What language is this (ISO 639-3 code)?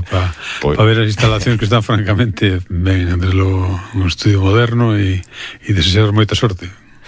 glg